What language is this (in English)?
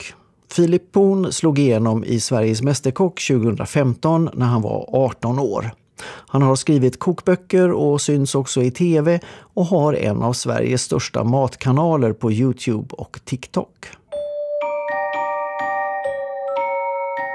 Swedish